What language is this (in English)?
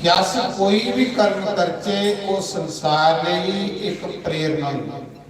Dogri